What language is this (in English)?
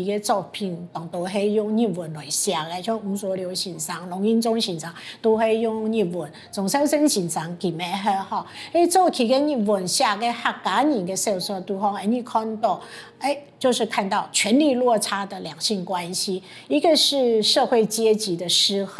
Hakka Chinese